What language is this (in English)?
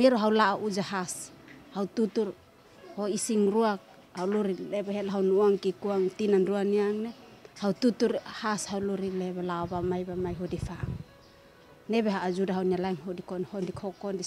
Tetum